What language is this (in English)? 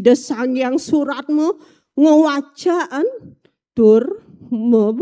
Balinese